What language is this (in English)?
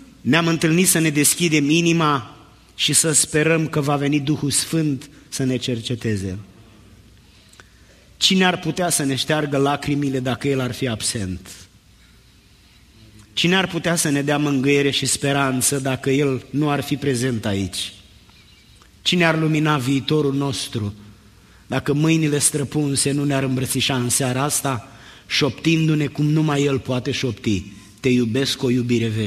Romanian